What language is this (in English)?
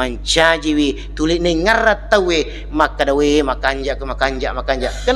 Buginese